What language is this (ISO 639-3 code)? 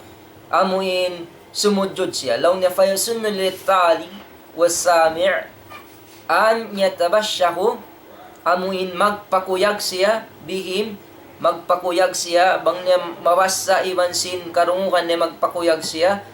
tsg